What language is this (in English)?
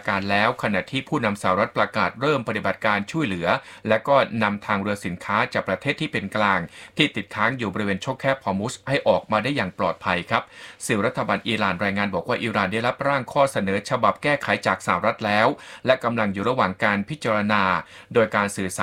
Thai